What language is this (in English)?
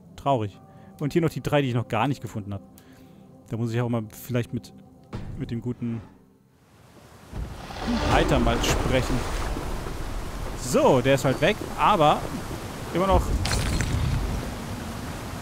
German